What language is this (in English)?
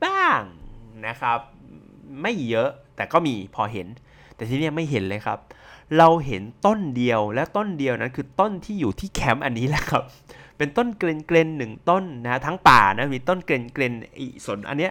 Thai